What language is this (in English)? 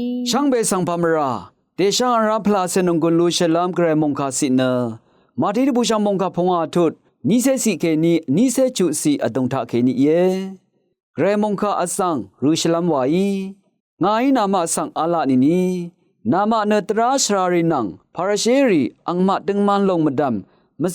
Rawang